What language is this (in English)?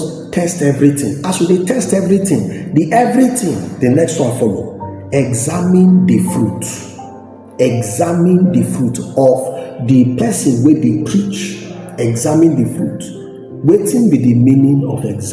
Nigerian Pidgin